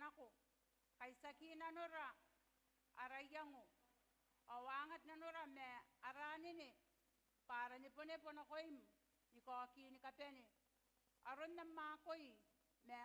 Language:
Gilbertese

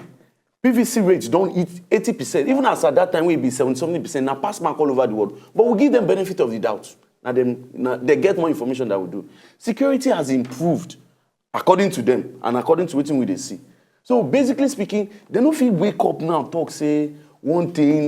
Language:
Nigerian Pidgin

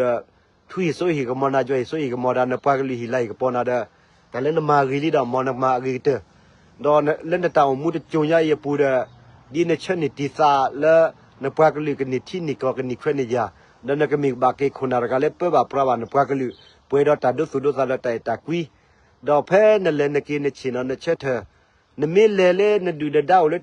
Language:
S'gaw Karen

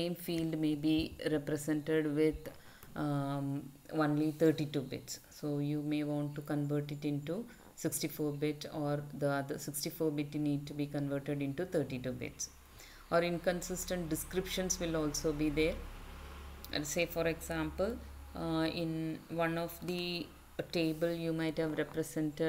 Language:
English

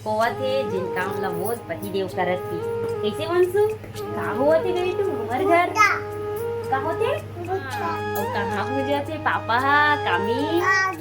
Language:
Chhattisgarhi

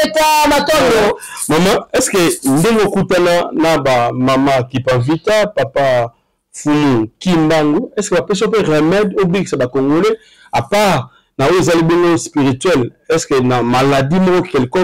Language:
Lingala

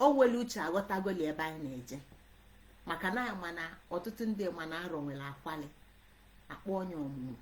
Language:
Igbo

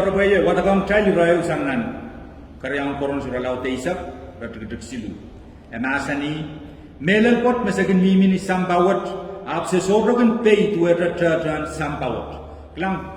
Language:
Pohnpeian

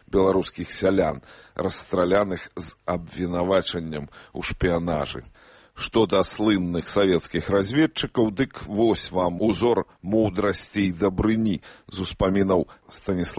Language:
Belarusian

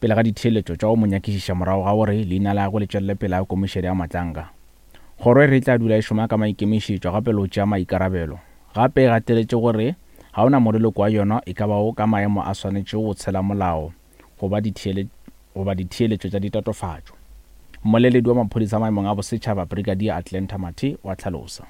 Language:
Northern Sotho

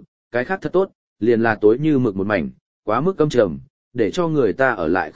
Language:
Vietnamese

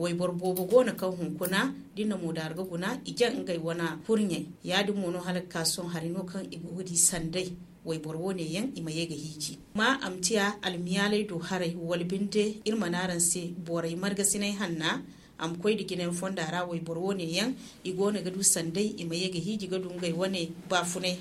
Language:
Zarma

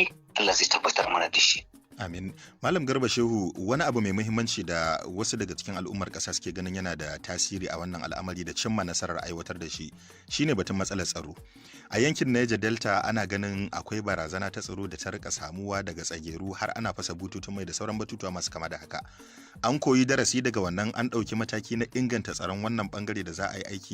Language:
Hausa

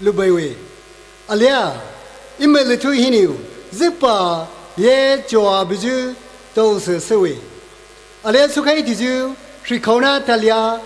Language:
Poumei Naga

